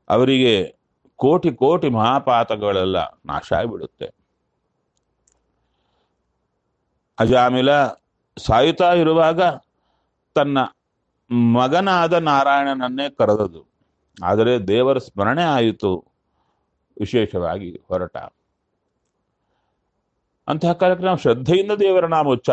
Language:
Kannada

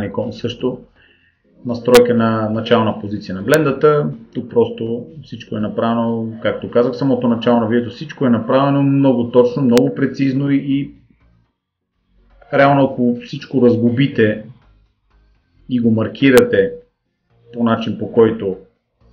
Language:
Bulgarian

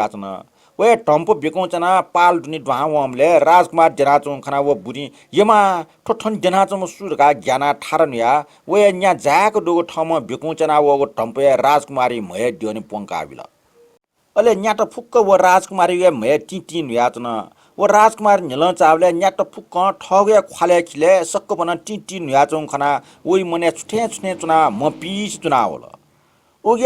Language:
Newari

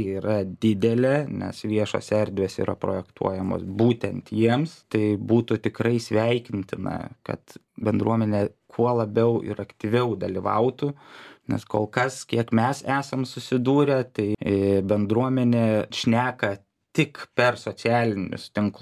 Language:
Lithuanian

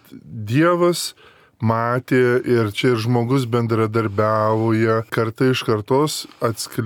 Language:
Lithuanian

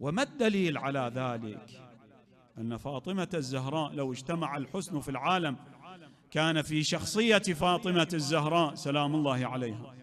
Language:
Mesopotamian Arabic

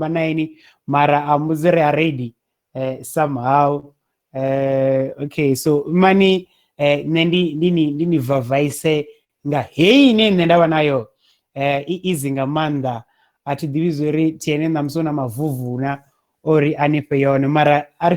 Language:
Venda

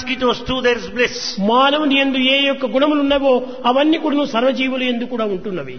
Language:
Telugu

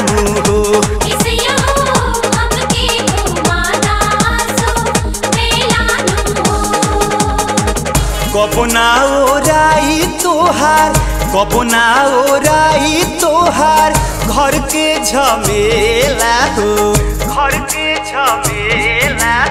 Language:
Bhojpuri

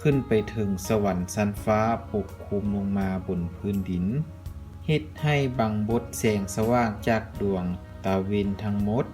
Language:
Lao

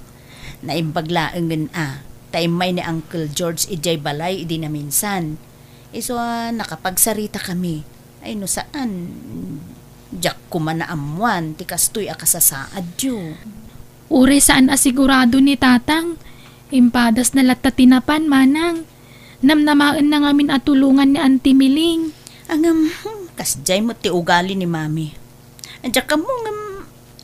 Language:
Iloko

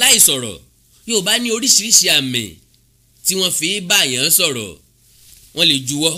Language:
Yoruba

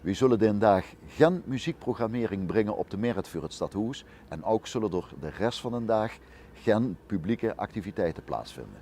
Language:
Limburgish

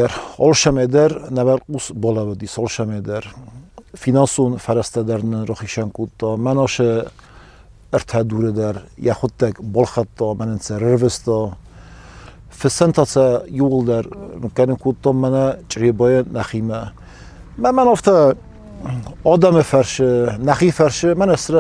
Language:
Ossetic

